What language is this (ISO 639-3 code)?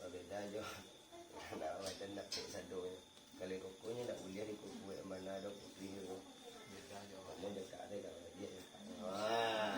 min